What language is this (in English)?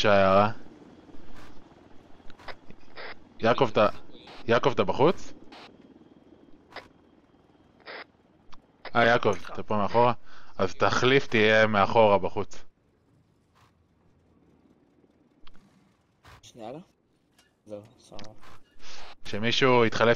Hebrew